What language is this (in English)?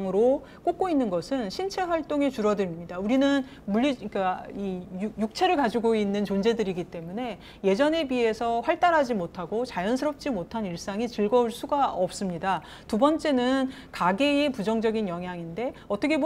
Korean